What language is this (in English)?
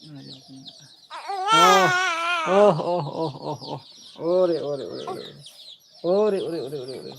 Santali